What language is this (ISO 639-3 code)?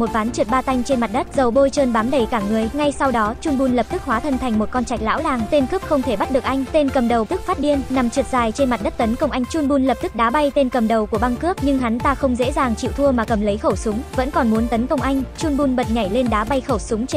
vie